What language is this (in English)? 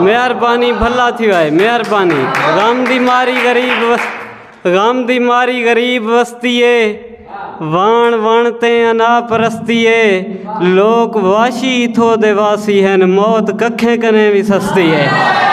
Saraiki